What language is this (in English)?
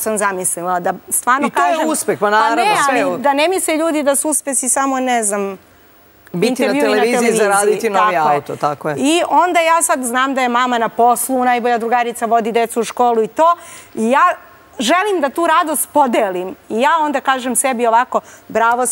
Serbian